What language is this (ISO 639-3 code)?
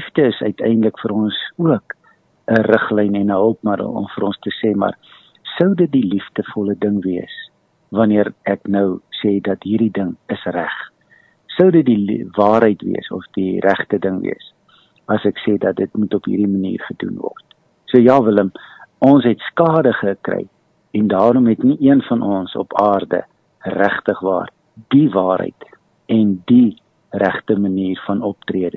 afr